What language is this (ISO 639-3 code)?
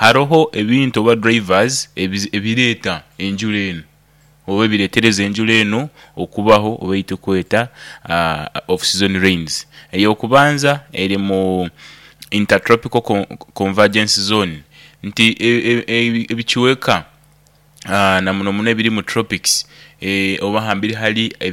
nyo